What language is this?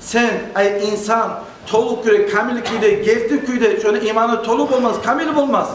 Kumyk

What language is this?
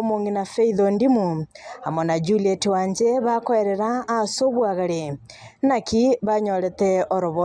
Gusii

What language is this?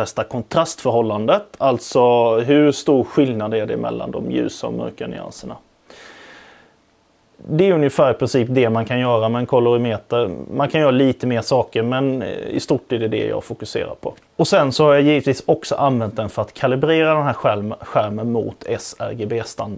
Swedish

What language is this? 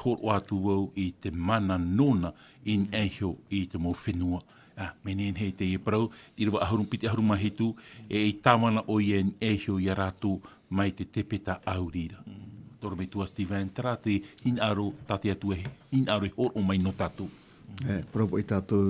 Tahitian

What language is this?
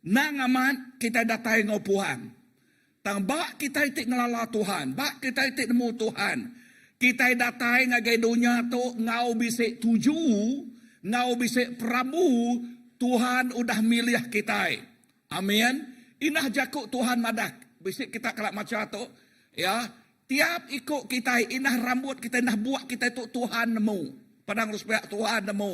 Iban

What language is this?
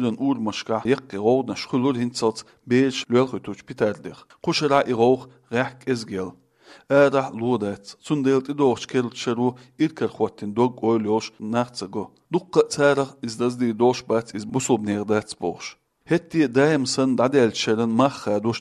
Chechen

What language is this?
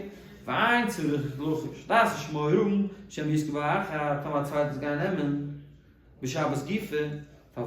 Yiddish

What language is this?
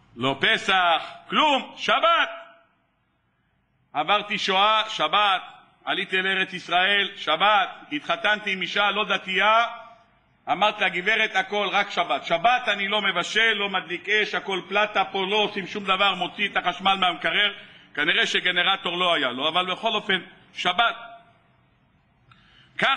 Hebrew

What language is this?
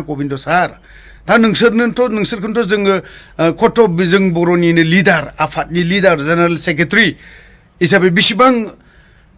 Bodo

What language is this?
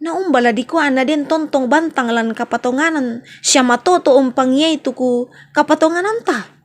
Toraja-Sa'dan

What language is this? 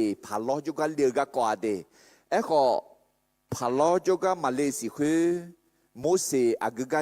Akha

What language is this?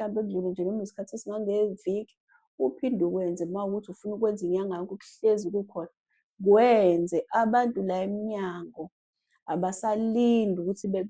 Zulu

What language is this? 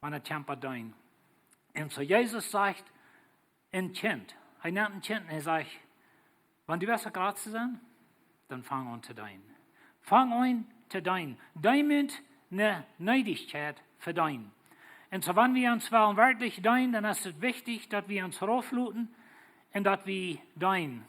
Plautdietsch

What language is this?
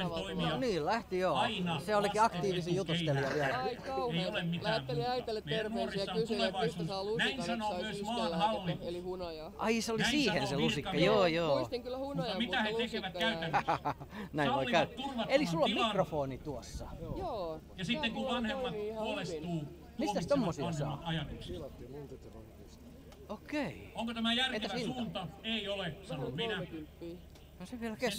Finnish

